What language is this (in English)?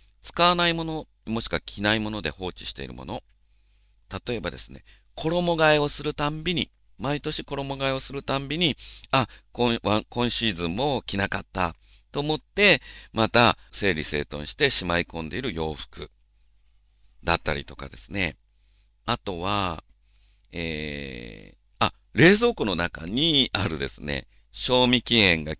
Japanese